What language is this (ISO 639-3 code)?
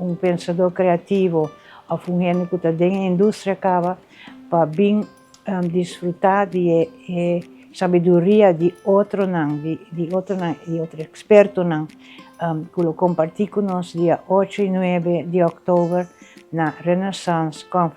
pap